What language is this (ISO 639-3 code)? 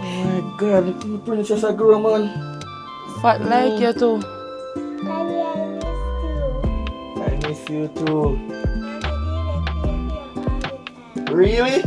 jam